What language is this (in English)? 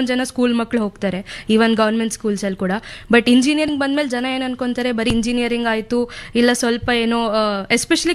Kannada